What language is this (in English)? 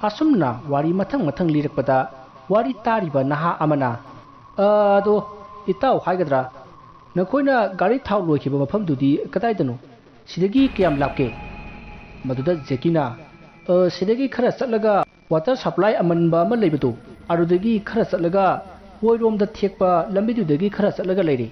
Manipuri